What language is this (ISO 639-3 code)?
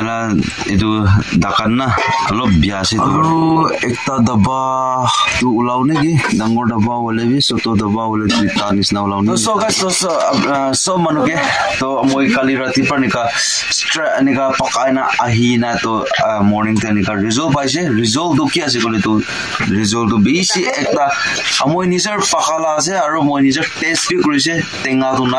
nag